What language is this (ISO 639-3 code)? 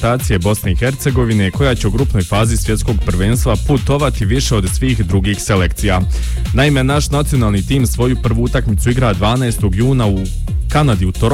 bos